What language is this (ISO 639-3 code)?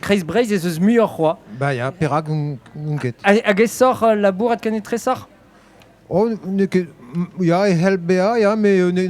bre